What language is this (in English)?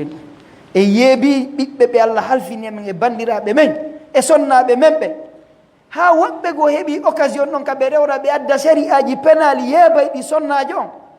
Fula